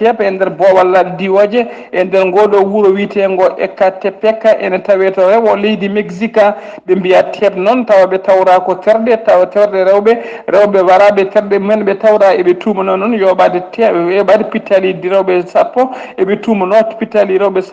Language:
Fula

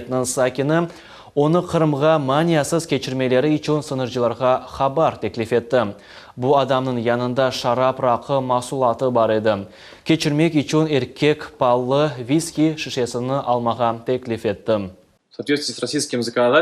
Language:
Crimean Tatar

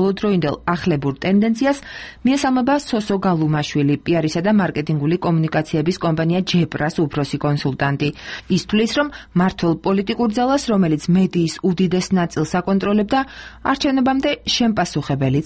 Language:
Georgian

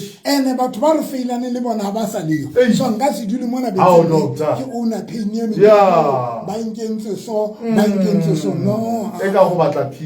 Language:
Southern Sotho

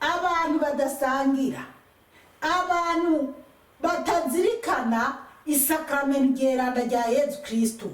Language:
Rundi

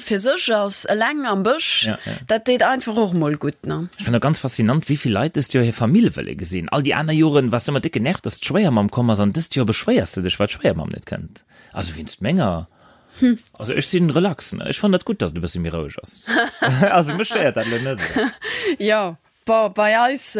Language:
Luxembourgish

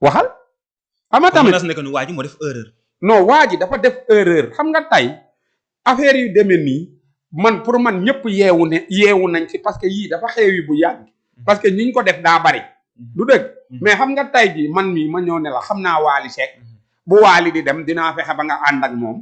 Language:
Wolof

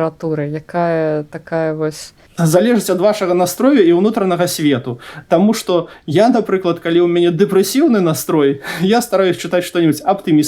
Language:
Belarusian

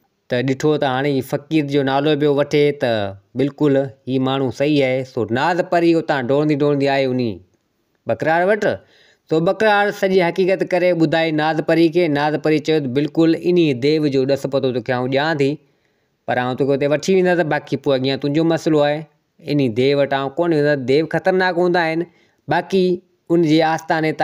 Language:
Sindhi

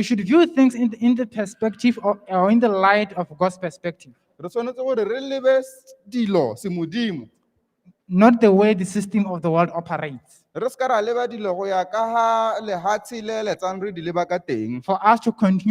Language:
Tswana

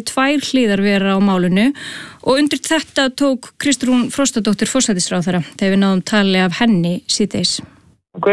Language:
Icelandic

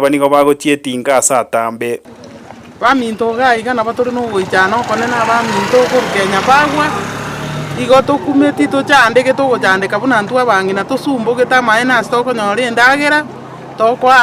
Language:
Gusii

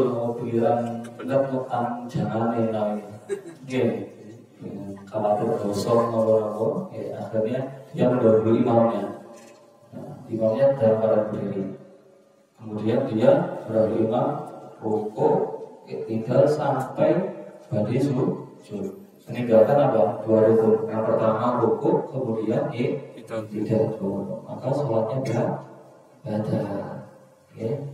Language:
Indonesian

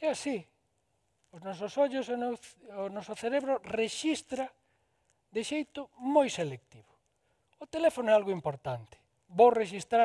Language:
Galician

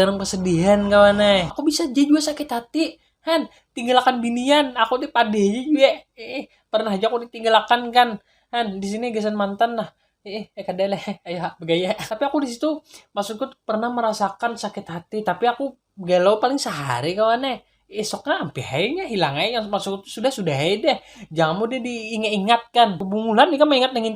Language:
Banjar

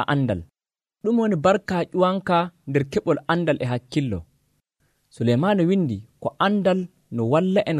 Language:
Nigerian Fulfulde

